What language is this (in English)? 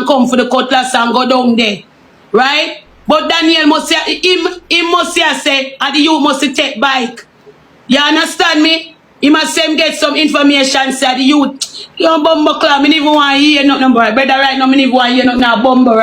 Jamaican Creole English